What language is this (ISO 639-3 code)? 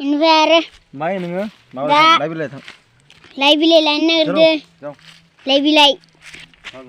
brx